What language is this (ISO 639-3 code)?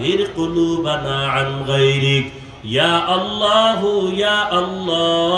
ben